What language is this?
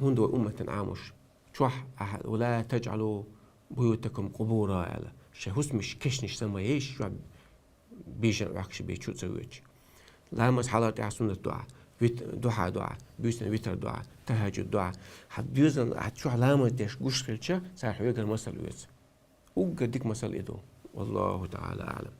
Chechen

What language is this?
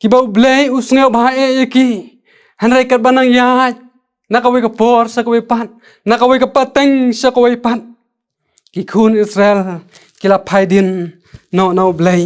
Khasi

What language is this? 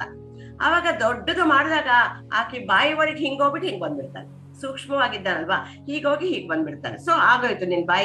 Kannada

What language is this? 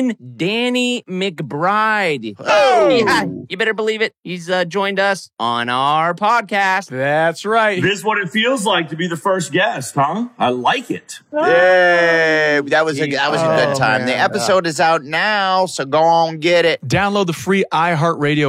English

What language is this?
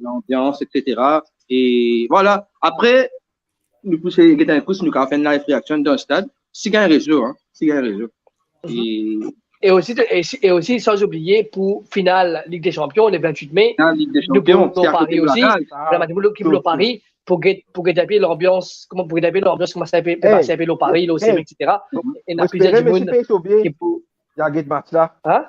Morisyen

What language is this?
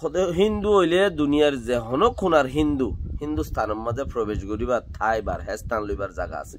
Rohingya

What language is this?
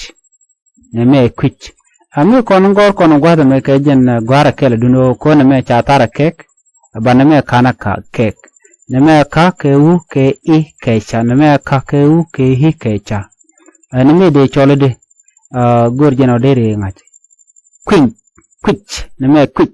Nuer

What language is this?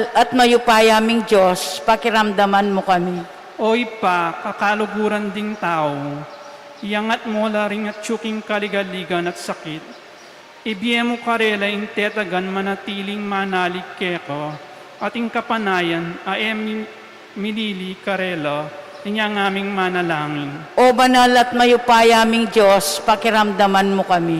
Pampanga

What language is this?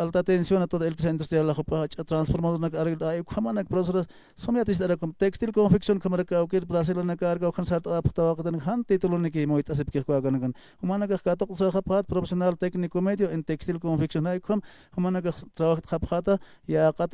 Aymara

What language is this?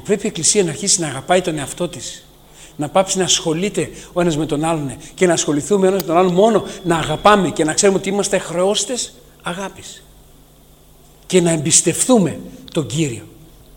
Greek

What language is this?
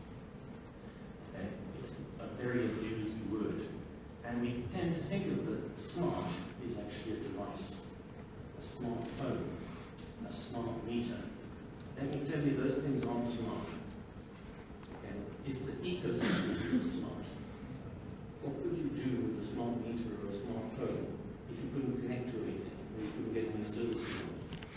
English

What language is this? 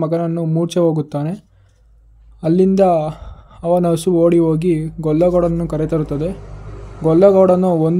Kannada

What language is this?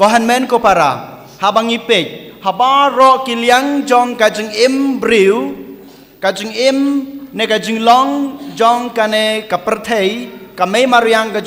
Khasi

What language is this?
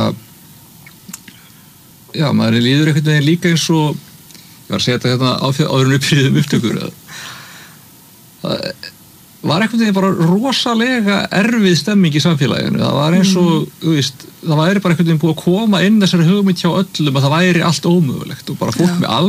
Icelandic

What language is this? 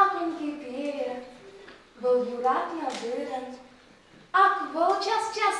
Chuvash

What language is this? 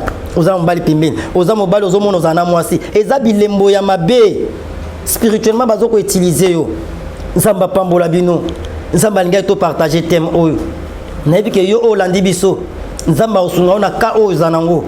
Lingala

